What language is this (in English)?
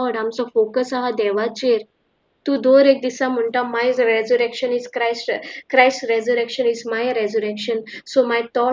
Konkani